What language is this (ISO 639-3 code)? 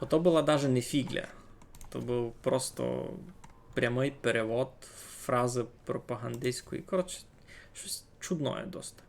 rue